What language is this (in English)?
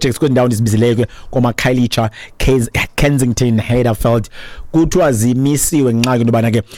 Xhosa